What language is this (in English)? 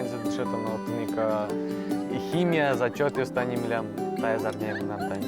Udmurt